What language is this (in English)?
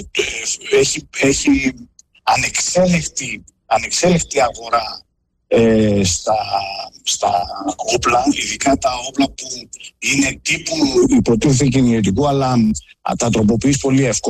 Greek